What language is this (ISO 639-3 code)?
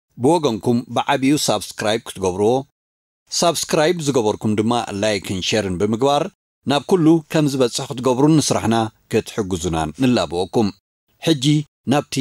tir